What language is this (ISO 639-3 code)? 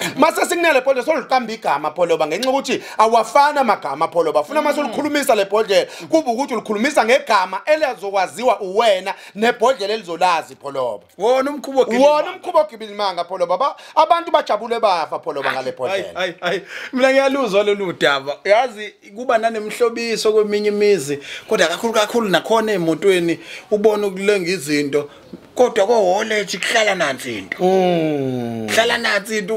zul